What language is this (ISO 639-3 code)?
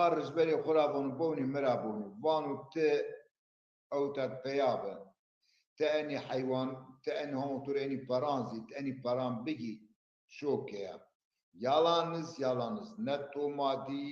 zza